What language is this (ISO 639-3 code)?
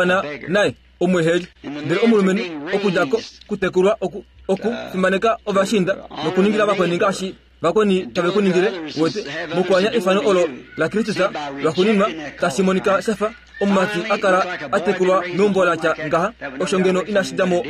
kua